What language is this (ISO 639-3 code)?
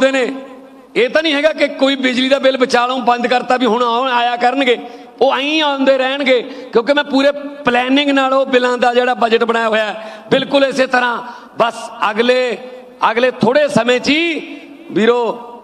pan